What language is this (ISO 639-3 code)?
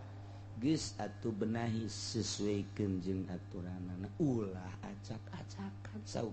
sun